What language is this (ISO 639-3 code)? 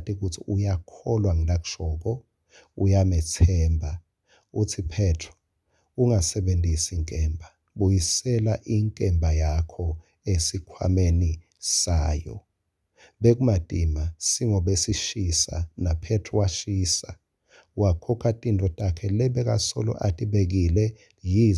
ssw